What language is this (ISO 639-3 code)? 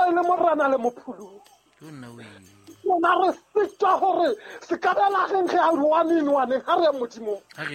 sot